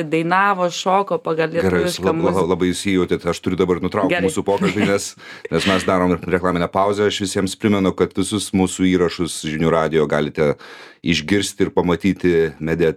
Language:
Lithuanian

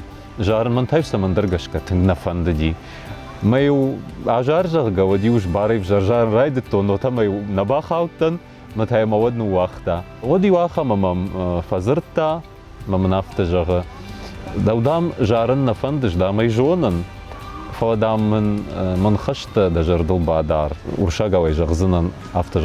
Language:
Ossetic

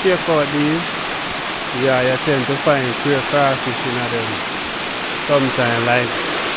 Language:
Jamaican Creole English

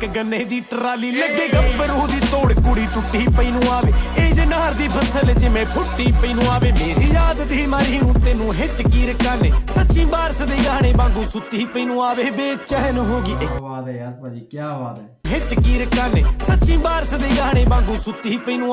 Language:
Punjabi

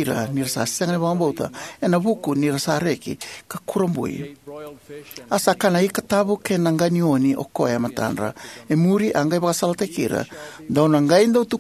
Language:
Fijian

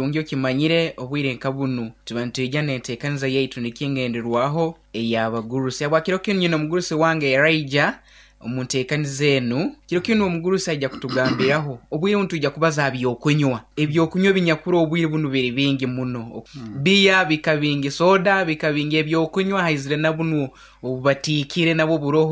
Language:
Nyoro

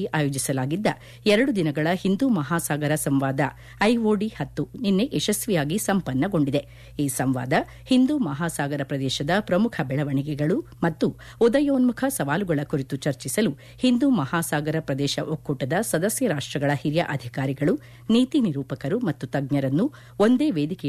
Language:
Kannada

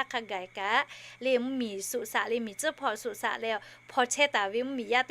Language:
Lahu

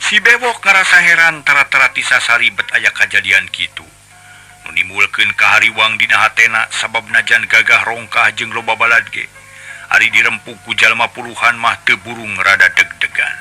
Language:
Sundanese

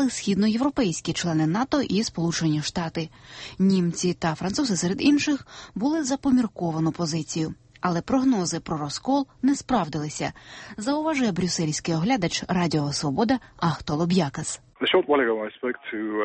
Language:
Ukrainian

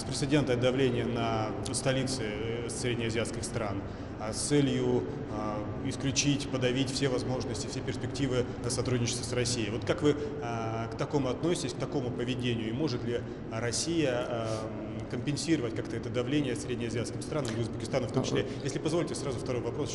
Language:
Russian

